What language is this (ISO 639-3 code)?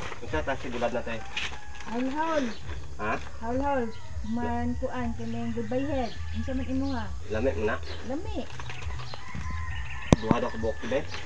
ceb